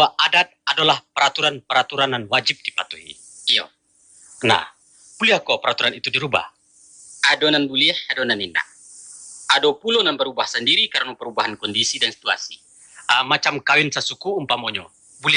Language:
Minangkabau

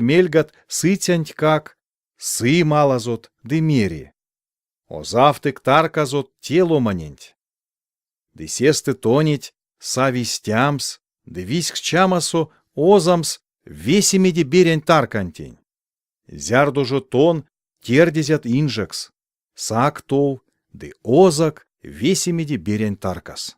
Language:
Erzya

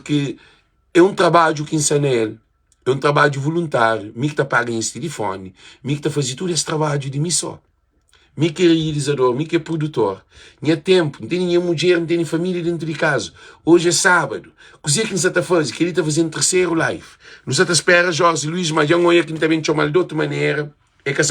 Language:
Kabuverdianu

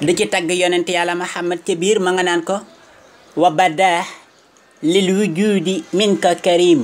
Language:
Wolof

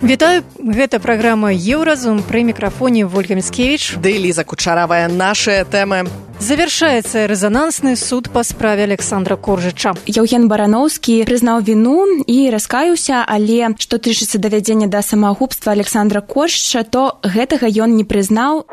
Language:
Belarusian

